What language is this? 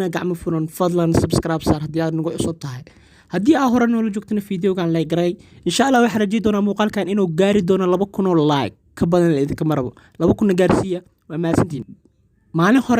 Somali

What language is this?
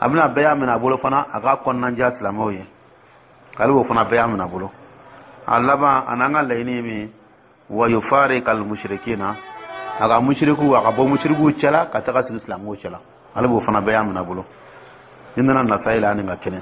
Dyula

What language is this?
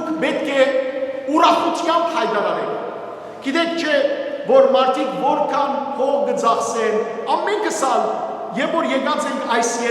Western Armenian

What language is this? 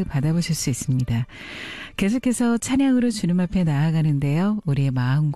Korean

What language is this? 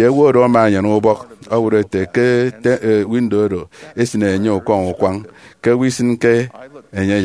Efik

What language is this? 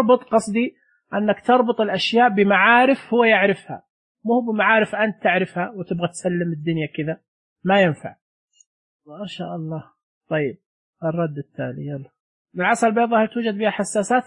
Najdi Arabic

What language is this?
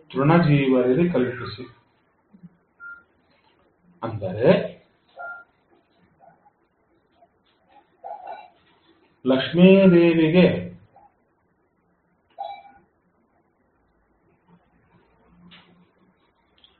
Kannada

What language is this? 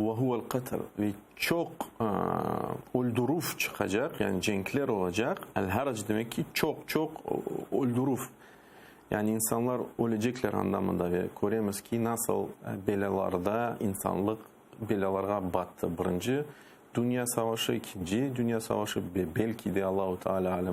Crimean Tatar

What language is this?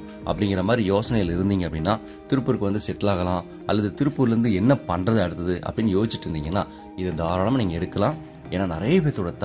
Tamil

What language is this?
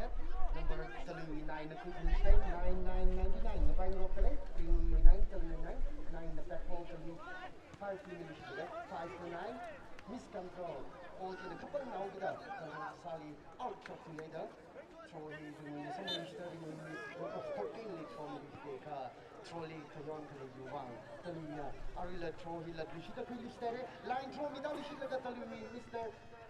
Tangkhul Naga (India)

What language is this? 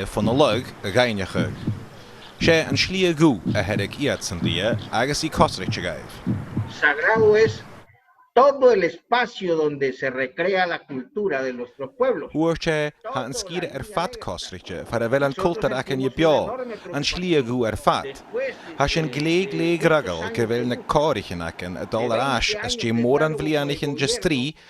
Scottish Gaelic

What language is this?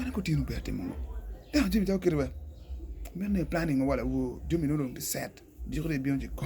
Acoli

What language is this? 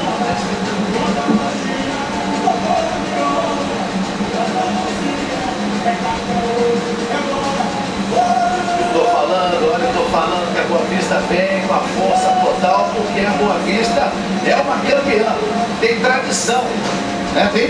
Portuguese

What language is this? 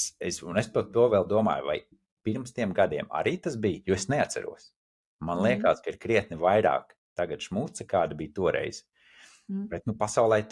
Latvian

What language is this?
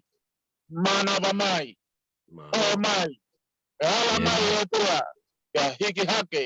Tongan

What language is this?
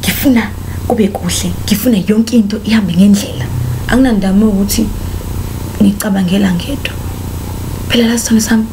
Zulu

